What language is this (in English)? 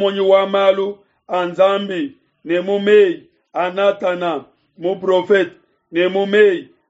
Luba-Lulua